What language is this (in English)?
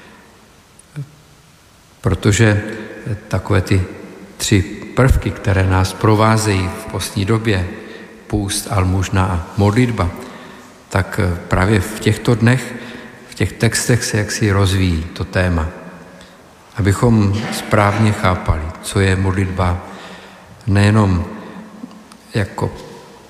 Czech